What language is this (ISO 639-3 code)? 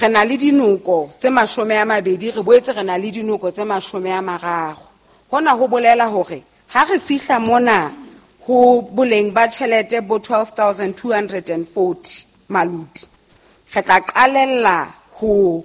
sot